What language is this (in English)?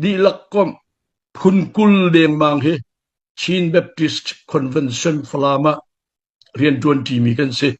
Hakha Chin